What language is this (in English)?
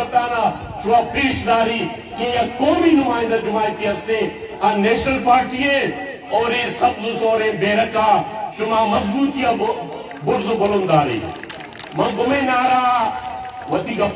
Baluchi